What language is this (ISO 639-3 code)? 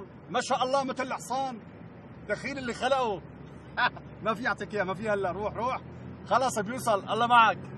apc